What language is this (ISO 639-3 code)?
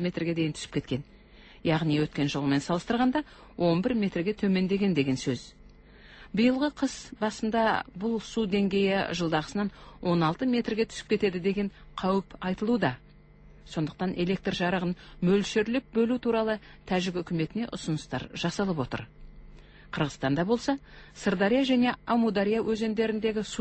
kaz